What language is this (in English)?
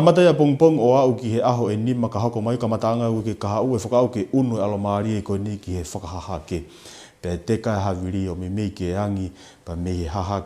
Tongan